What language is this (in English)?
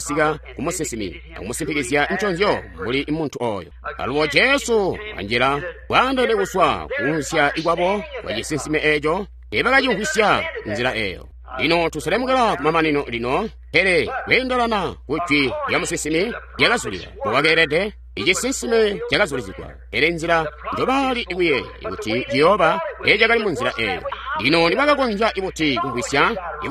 Tonga (Zambia)